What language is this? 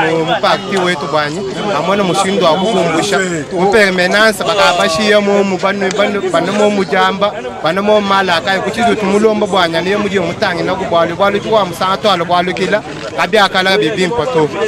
Luba-Lulua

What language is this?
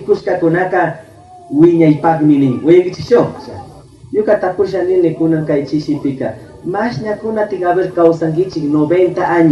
Chimborazo Highland Quichua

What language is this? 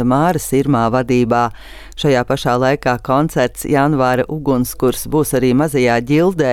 Latvian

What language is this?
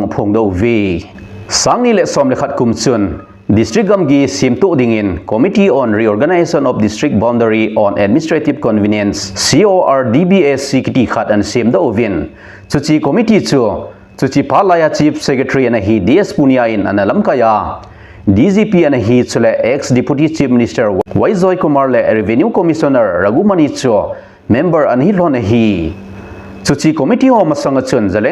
Thado Chin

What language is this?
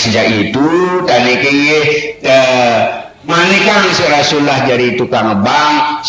Sasak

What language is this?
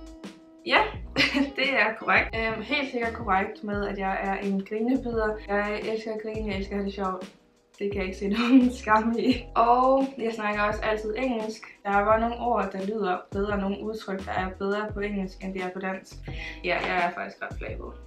Danish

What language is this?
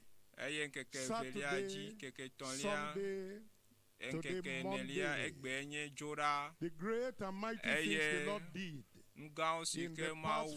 Ewe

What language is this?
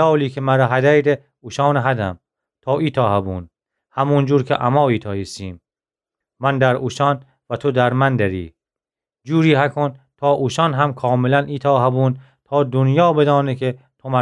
Gilaki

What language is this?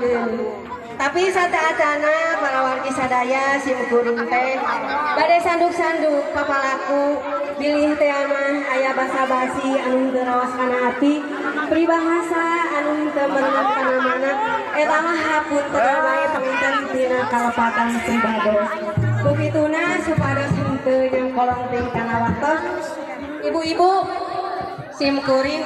Sundanese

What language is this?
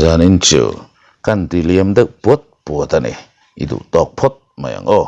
Mizo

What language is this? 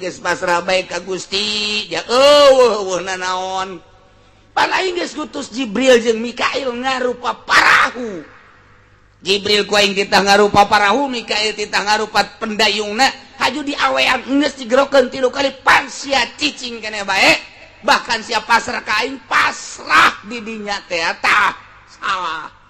Sundanese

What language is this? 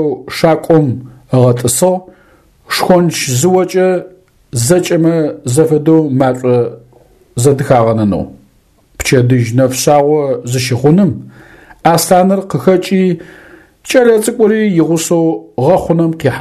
Adyghe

